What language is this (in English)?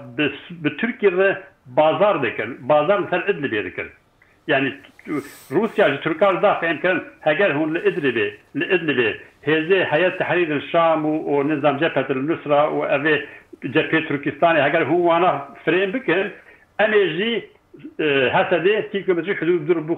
Kurdish